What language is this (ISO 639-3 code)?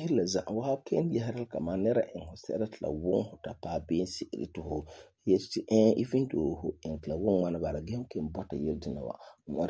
gur